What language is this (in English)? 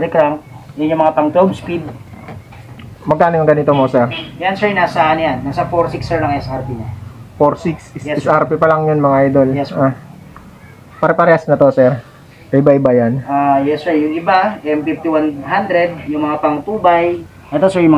Filipino